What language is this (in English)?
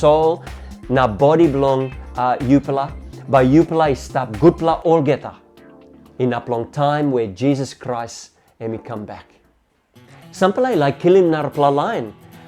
Tok Pisin